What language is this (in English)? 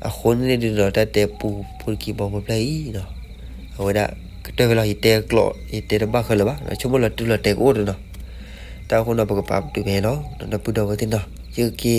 S'gaw Karen